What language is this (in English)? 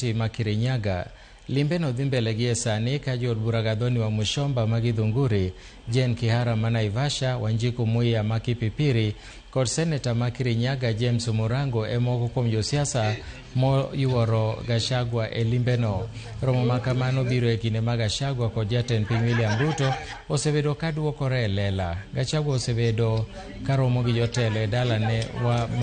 Luo (Kenya and Tanzania)